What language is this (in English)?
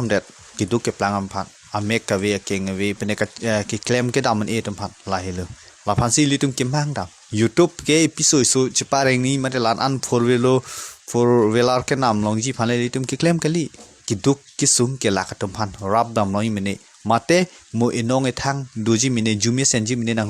Karbi